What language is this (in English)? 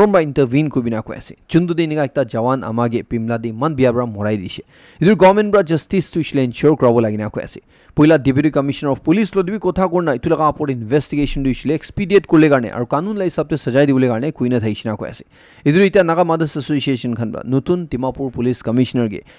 Naga Pidgin